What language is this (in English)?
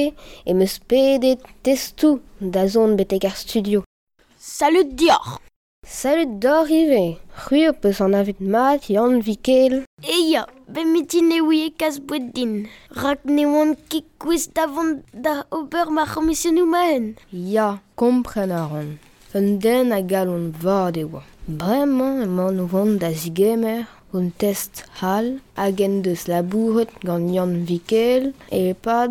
Breton